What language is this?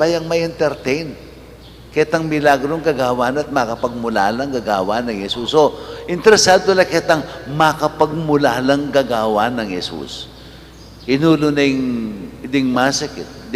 Pampanga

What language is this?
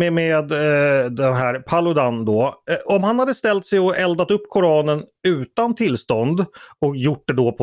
Swedish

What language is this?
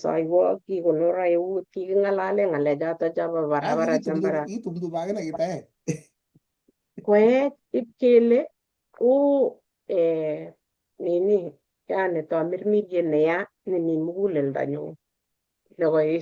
Kalenjin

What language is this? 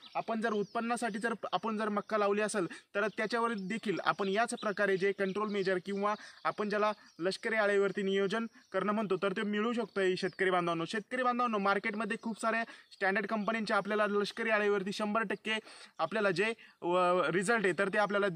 Marathi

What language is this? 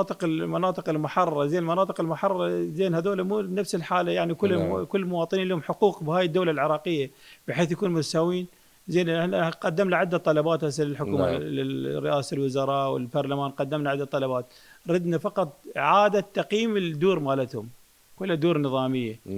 Mesopotamian Arabic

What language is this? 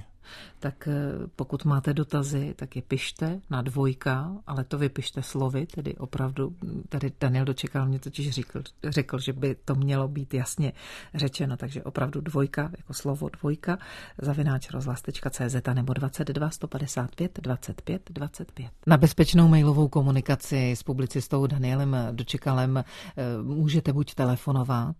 Czech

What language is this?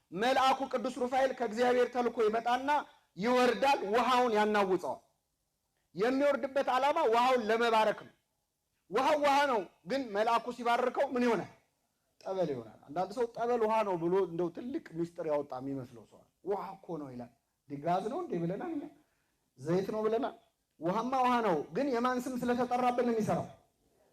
Amharic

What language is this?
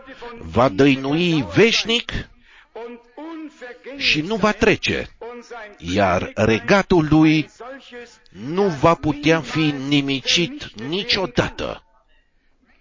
Romanian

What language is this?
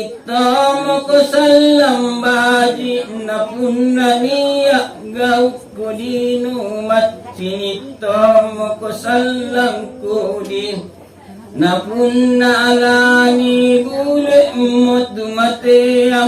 Makasar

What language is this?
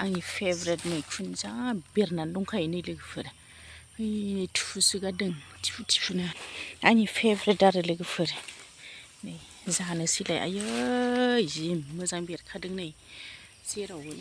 Bodo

